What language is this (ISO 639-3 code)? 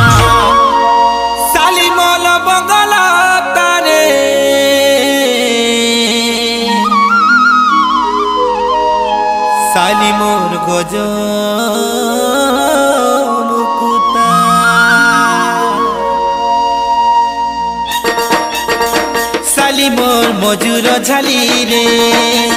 spv